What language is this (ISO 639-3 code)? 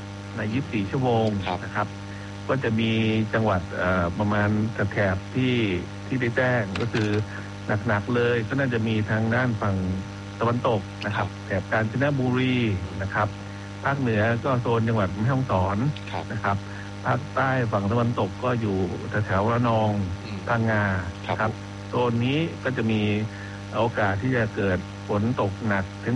tha